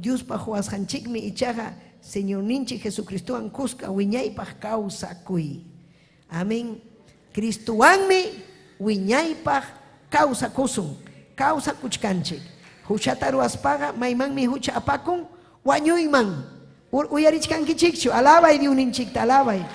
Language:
Ayacucho Quechua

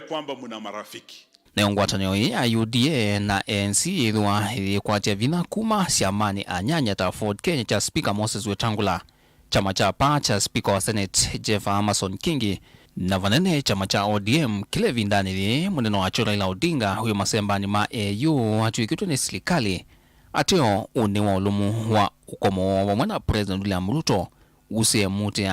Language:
Kamba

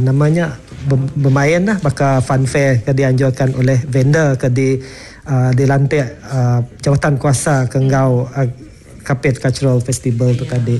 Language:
Iban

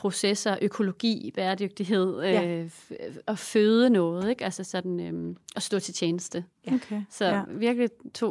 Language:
Danish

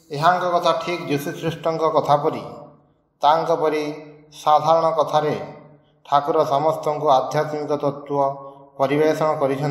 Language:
Odia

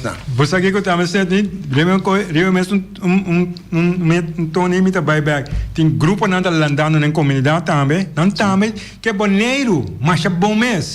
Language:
Papiamento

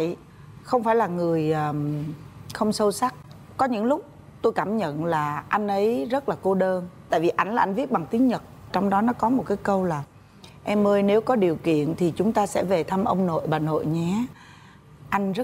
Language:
Vietnamese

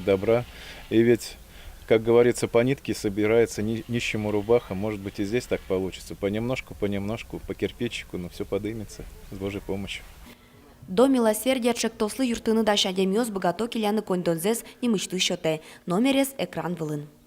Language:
Udmurt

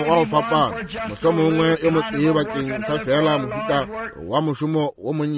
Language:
Northern Sotho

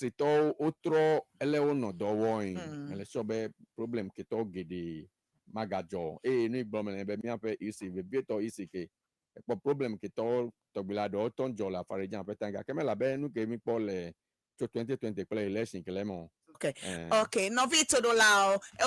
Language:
Ewe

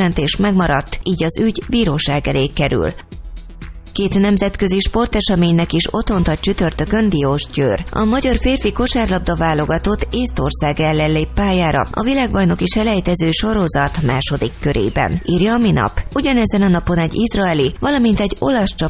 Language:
Hungarian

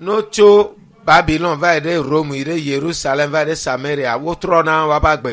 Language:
Ewe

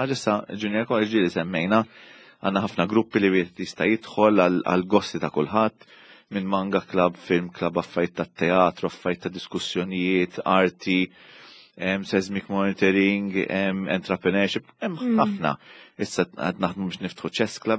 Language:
Maltese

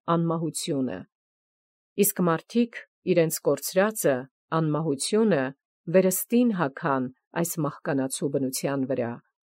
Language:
Armenian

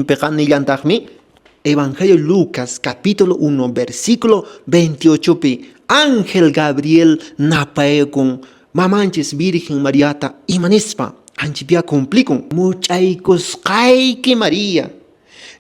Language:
Quechua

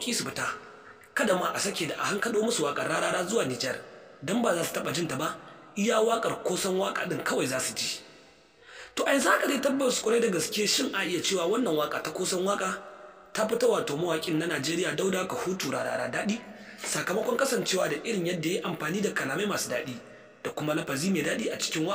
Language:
Hausa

